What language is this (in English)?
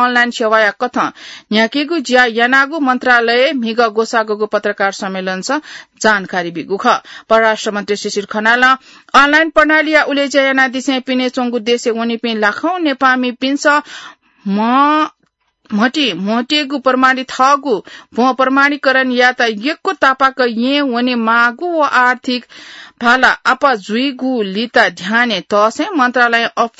Newari